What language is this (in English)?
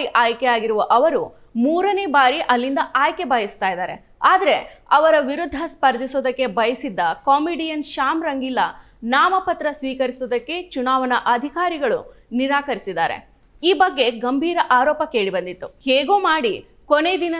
Kannada